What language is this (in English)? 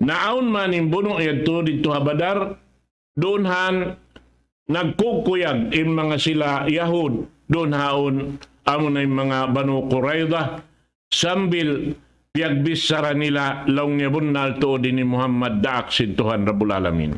Tausug